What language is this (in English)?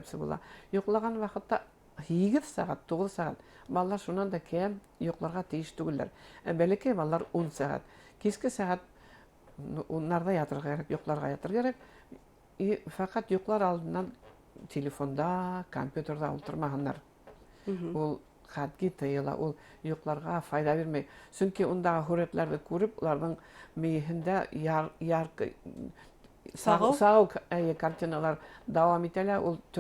Bashkir